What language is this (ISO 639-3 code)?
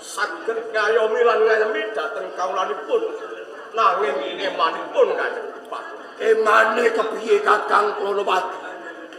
jav